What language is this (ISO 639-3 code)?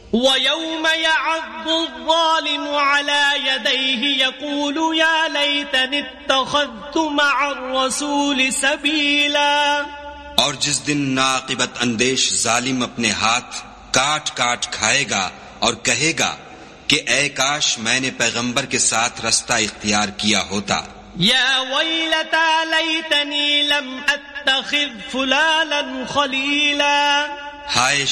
urd